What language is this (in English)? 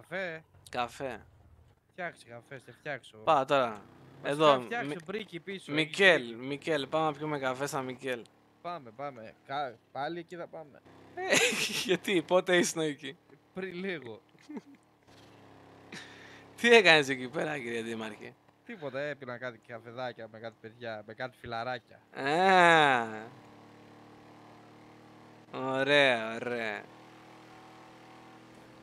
Greek